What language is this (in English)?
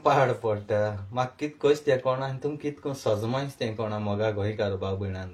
Konkani